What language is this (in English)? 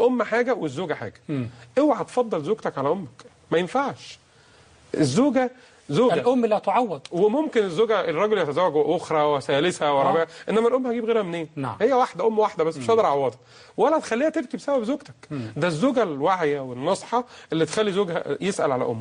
Egyptian Arabic